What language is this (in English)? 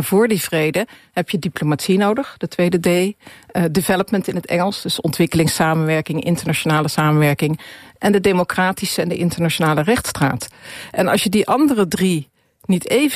Dutch